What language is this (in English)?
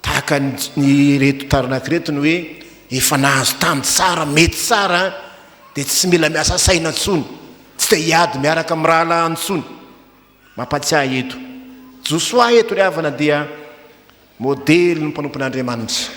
Malagasy